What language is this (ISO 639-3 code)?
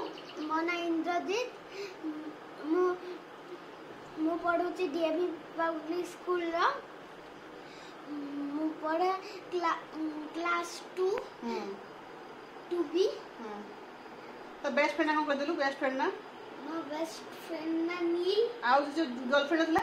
ori